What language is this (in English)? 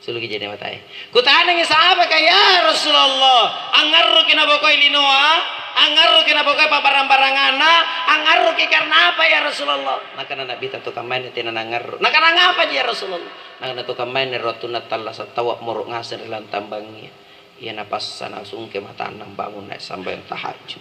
Makasar